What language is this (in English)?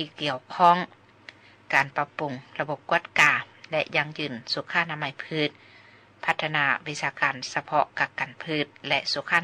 Lao